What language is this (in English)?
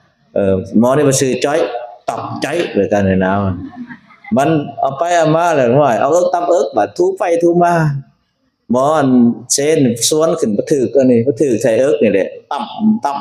Lao